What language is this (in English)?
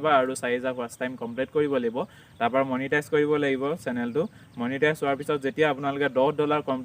Assamese